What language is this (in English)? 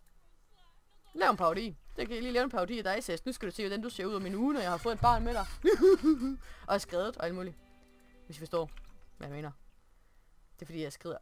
Danish